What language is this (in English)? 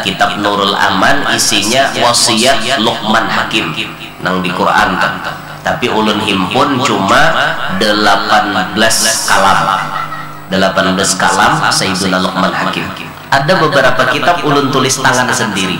Banjar